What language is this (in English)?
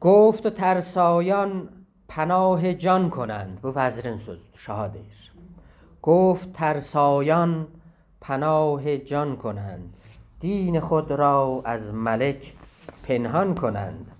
South Azerbaijani